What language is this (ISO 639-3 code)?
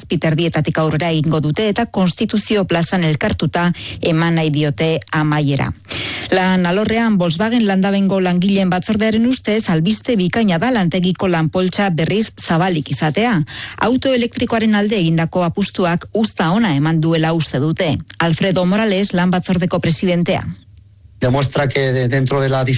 eus